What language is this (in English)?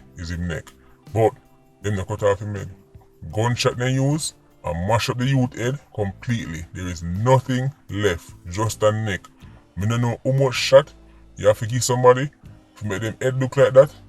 Jamaican Creole English